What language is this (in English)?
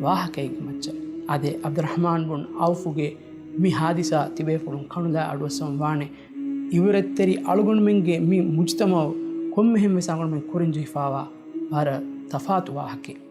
Divehi